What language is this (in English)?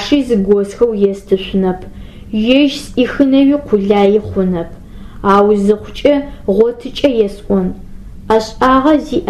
Adyghe